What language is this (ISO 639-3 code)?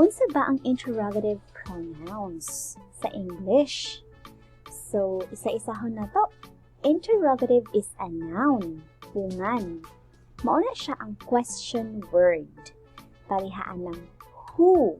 ceb